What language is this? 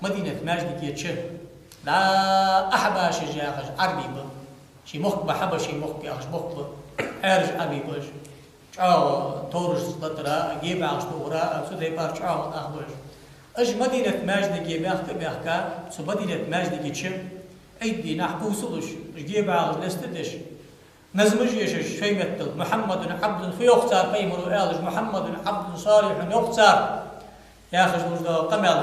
Ingush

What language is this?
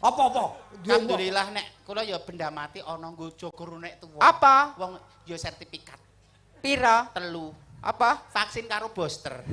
Javanese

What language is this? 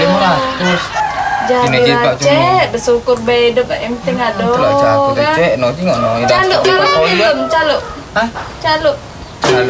Musi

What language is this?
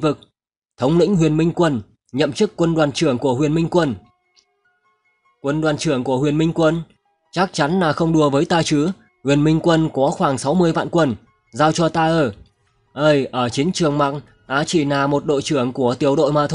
Vietnamese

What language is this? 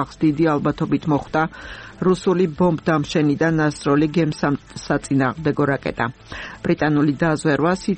Georgian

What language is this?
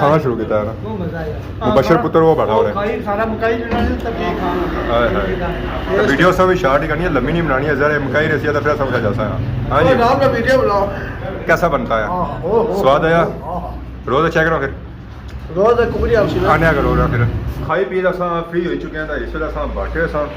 Pahari-Potwari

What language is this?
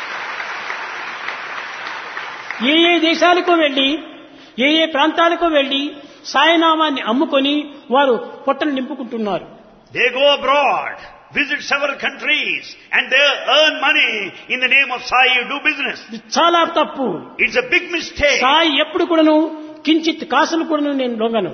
Telugu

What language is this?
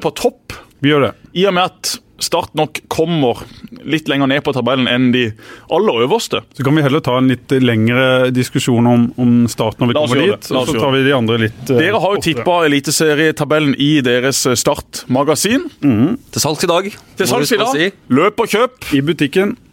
Norwegian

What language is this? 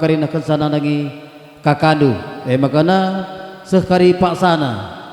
Batak Karo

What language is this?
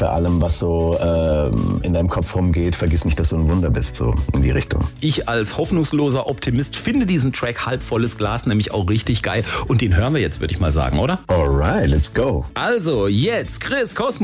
German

